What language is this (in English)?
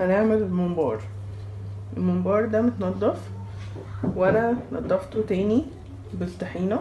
Egyptian Arabic